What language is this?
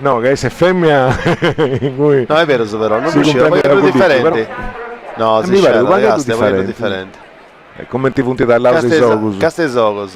Sardinian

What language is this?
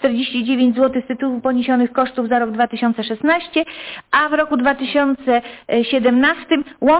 Polish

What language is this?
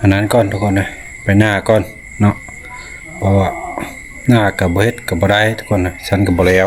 Lao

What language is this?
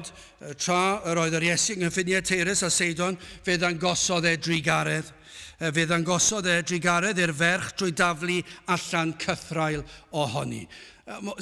Welsh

